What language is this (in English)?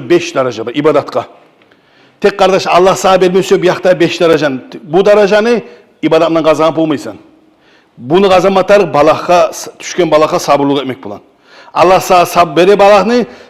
Kumyk